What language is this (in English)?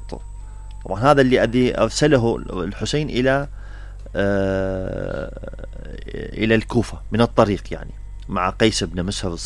Mesopotamian Arabic